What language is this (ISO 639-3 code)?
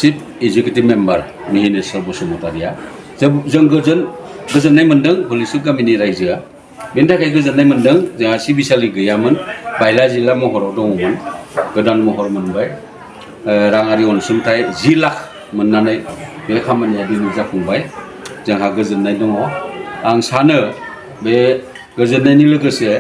brx